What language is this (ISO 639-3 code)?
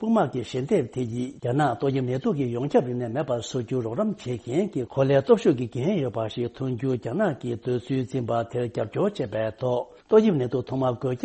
bod